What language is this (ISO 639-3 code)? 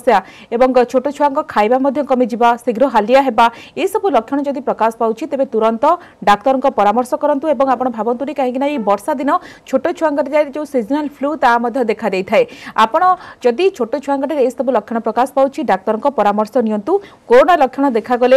ori